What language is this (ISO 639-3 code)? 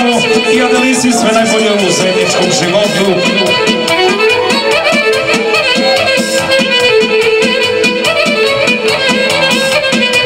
hrv